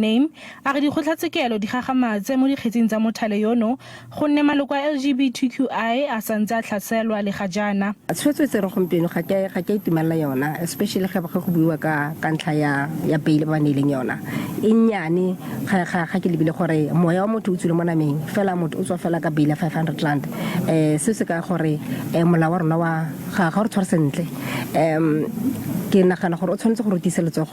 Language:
Tswana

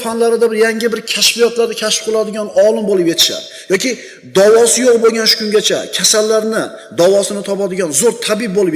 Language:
Uzbek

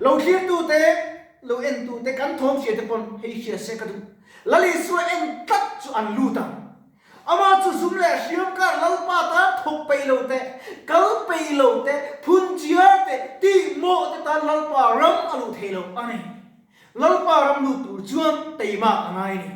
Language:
Mizo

